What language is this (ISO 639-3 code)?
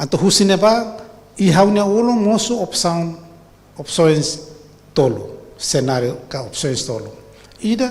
tet